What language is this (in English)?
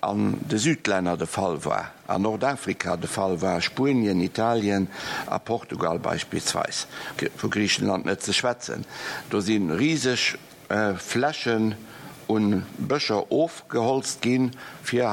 Luxembourgish